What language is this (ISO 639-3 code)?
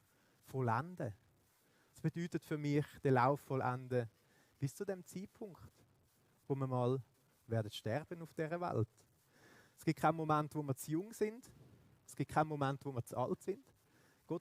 gsw